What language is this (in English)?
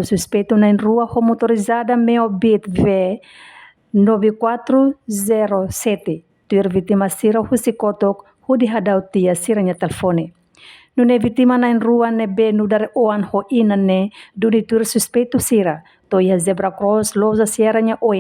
Tetum